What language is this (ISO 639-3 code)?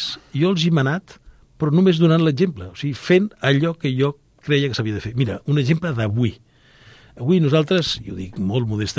cat